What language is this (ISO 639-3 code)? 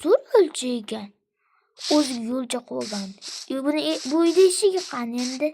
uzb